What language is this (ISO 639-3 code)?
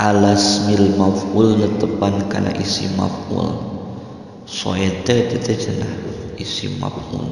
sun